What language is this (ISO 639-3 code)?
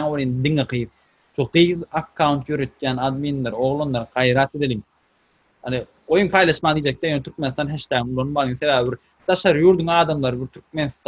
tuk